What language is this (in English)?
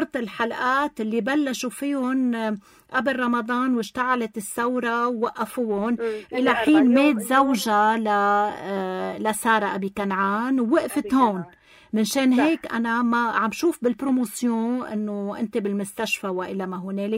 North Levantine Arabic